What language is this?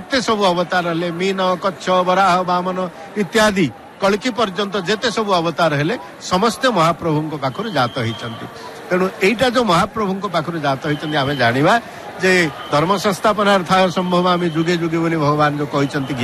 Odia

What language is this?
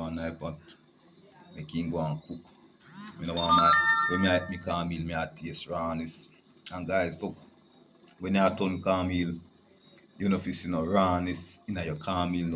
Jamaican Creole English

